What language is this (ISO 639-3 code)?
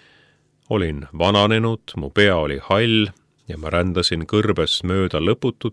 est